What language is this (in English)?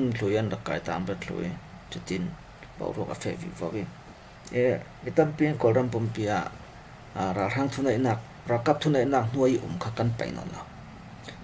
Falam Chin